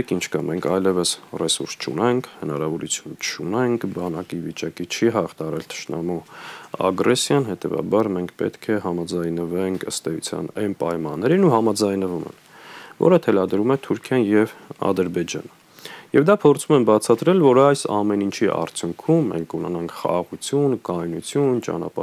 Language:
Armenian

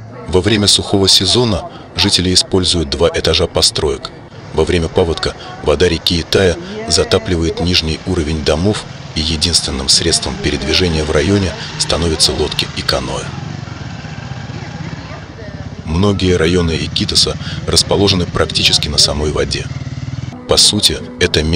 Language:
Russian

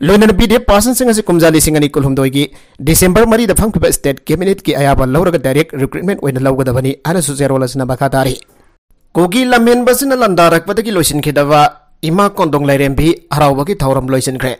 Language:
Manipuri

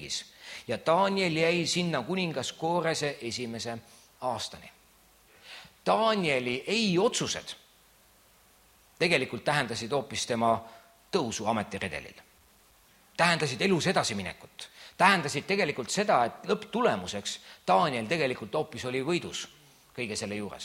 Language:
Estonian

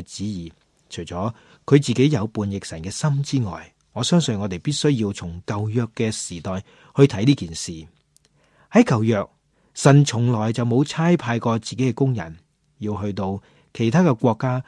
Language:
Cantonese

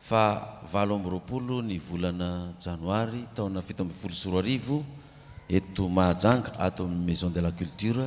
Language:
Malagasy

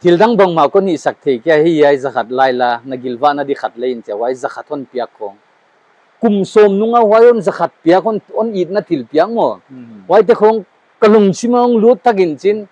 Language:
Paite Chin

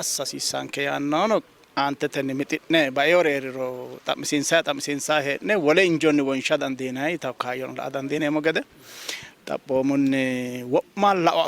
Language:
Sidamo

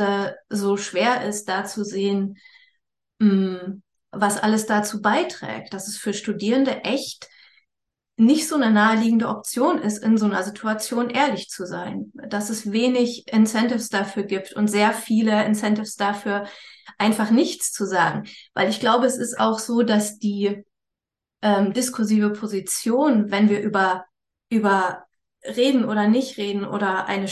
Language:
German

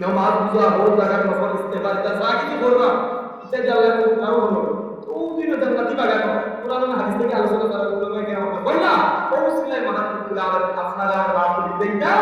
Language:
Sylheti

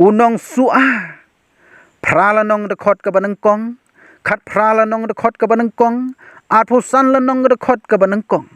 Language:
Khasi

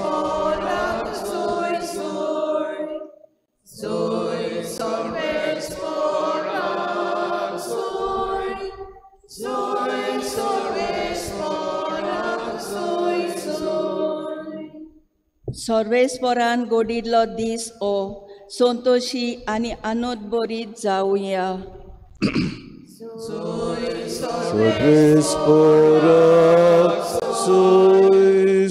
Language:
Konkani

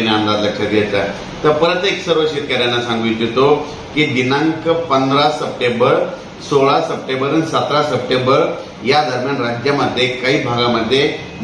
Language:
Marathi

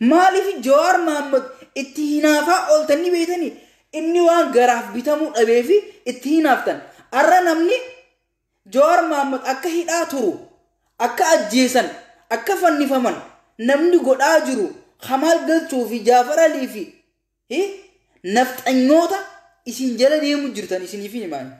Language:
Oromo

